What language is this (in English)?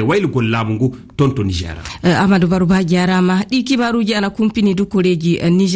Fula